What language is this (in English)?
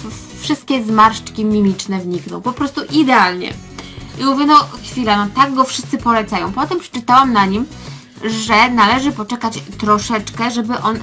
Polish